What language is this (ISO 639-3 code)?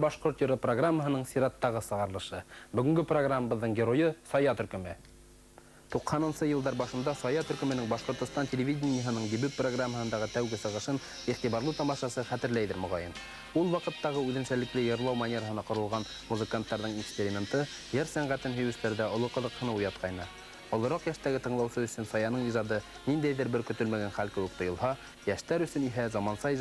bak